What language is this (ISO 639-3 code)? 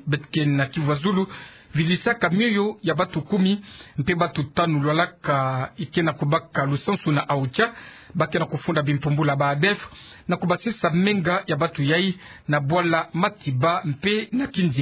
ktu